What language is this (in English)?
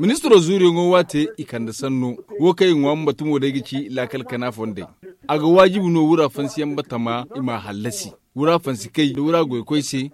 Zarma